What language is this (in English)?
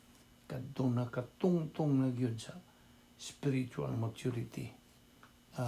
Cebuano